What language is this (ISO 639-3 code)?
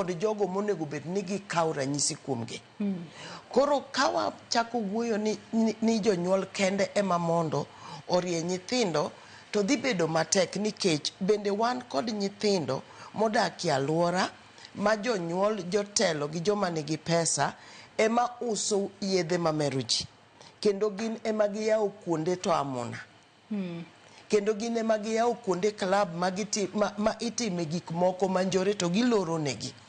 luo